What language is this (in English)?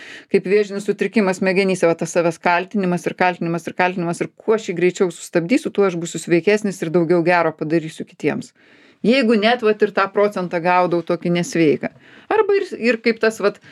Lithuanian